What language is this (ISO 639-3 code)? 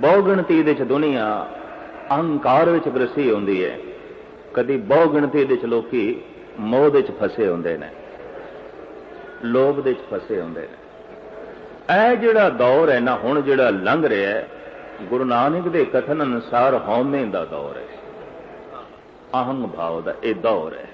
pan